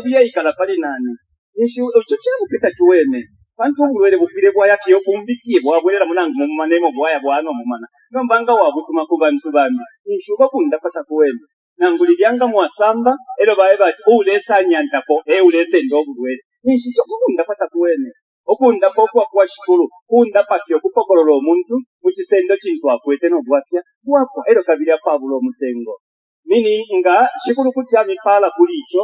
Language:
Bemba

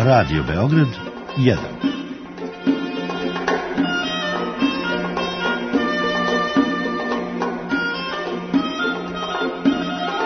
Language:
Serbian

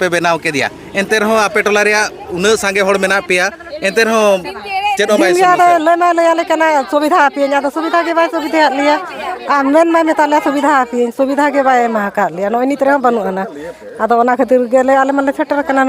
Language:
Santali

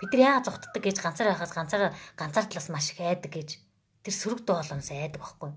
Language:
Mongolian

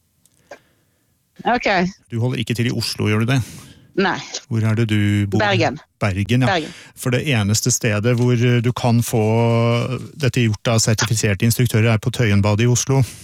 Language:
Norwegian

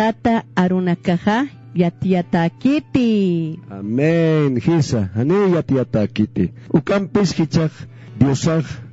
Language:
Aymara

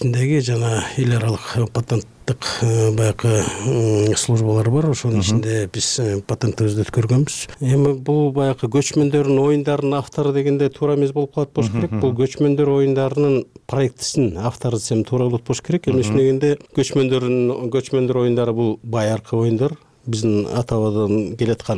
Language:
Kyrgyz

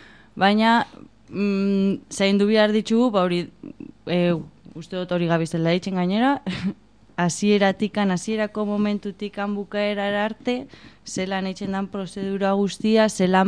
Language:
Basque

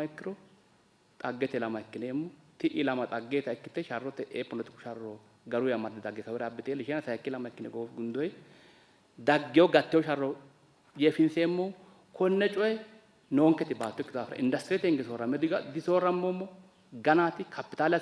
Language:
Sidamo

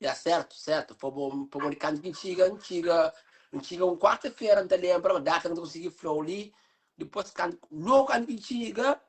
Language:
Kabuverdianu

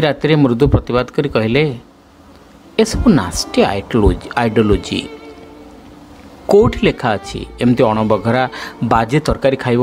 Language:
Odia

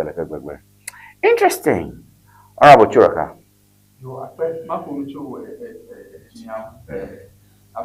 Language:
Ewe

